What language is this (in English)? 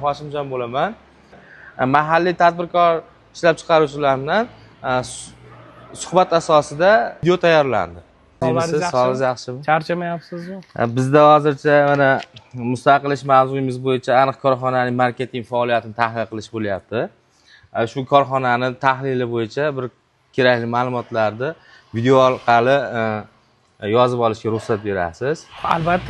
Uzbek